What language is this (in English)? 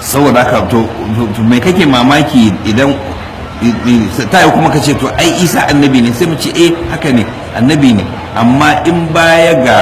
Hausa